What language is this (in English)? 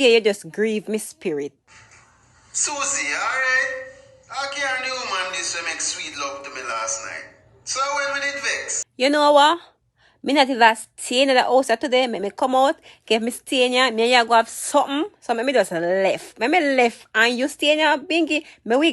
Jamaican Creole English